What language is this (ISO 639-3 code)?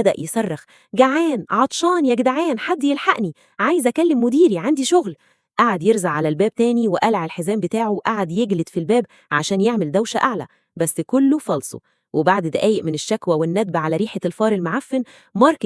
arz